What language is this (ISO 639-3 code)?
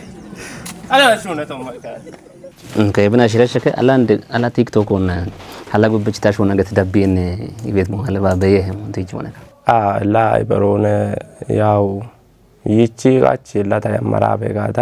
kbr